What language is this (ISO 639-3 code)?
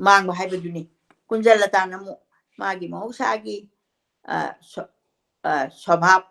mni